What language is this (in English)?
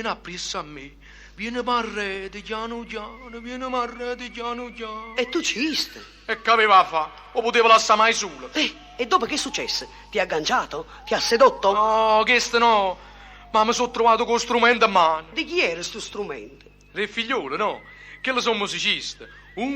Neapolitan